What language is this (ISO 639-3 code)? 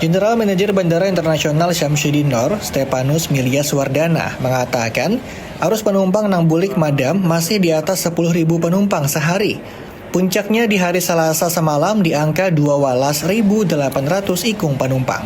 bjn